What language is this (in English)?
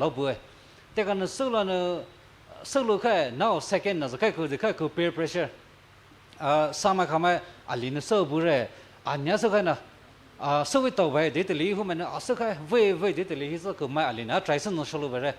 Poumei Naga